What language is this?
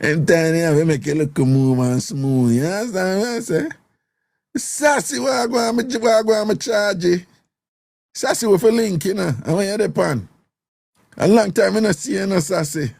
Jamaican Creole English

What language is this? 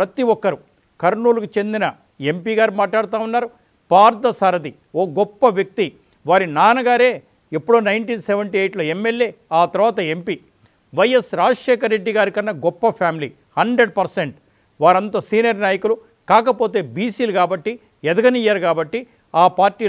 Telugu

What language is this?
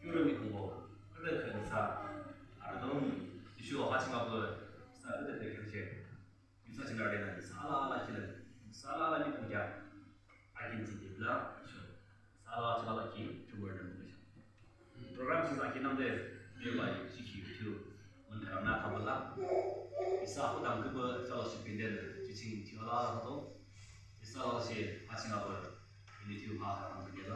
Yimchungru Naga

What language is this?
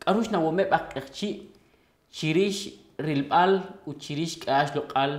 Kekchí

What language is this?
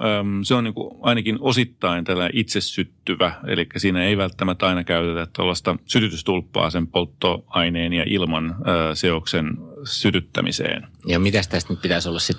Finnish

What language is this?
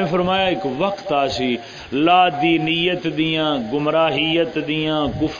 Saraiki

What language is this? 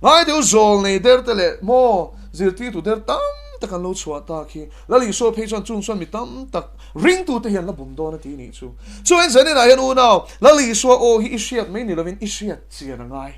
Mizo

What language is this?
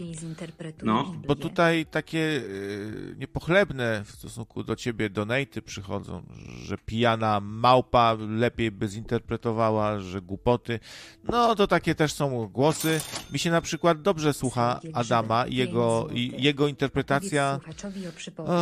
Polish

